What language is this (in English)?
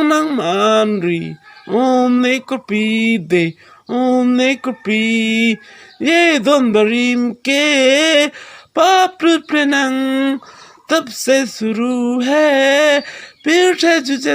Karbi